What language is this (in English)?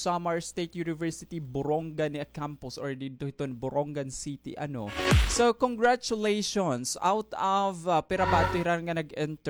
Waray